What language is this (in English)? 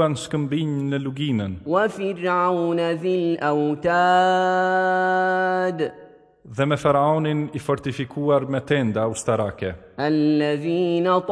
Albanian